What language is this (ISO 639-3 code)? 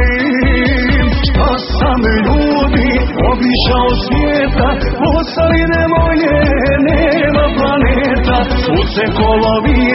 hrv